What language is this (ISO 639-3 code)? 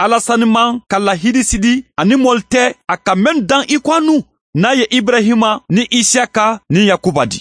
man